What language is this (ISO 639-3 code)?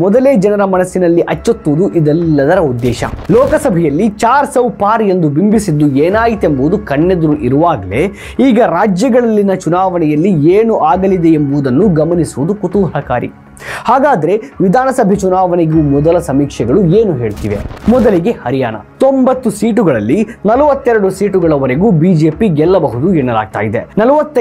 kan